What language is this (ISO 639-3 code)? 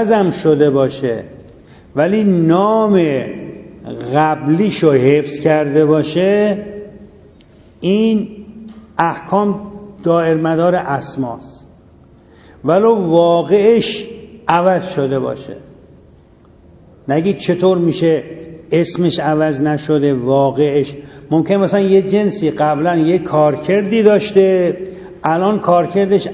fas